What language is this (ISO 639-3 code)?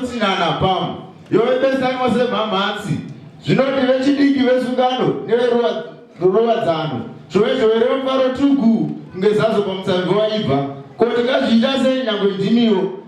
sna